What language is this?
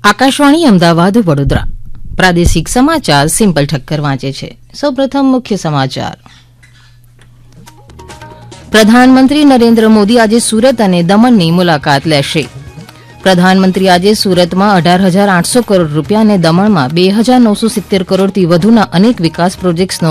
Gujarati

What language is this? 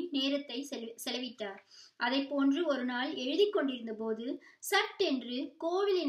Tamil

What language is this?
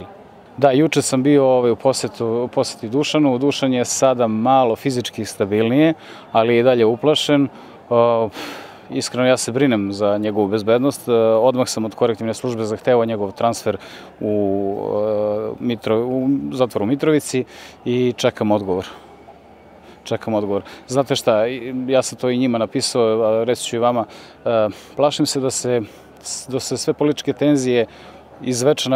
Serbian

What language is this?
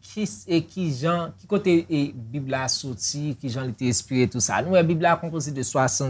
Haitian Creole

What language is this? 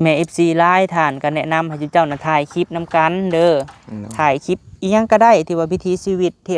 Lao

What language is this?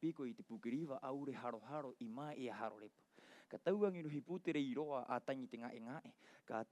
Rapanui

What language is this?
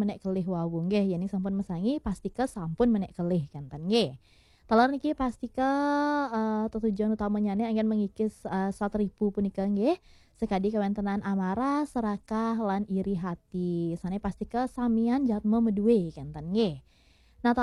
Balinese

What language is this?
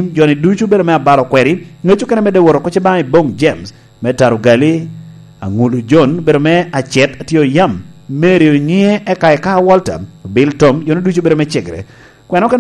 Lango (Uganda)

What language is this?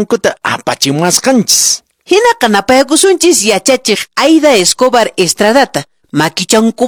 Quechua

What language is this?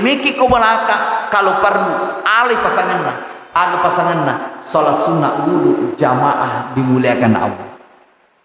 Buginese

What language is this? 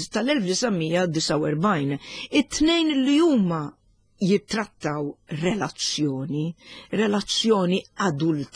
Maltese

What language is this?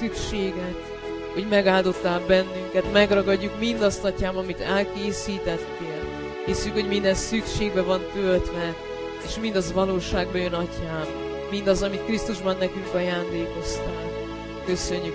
Hungarian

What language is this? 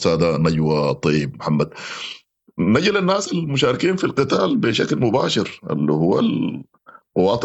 Sudanese Arabic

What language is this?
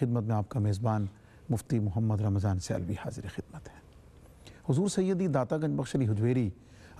Urdu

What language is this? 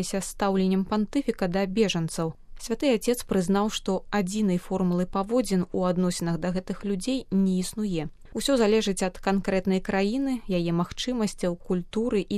Belarusian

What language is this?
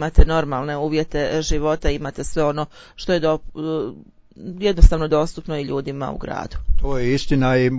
Croatian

